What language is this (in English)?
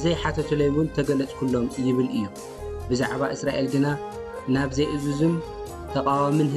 Tigrinya